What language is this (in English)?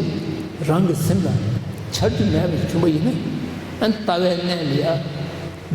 Tibetan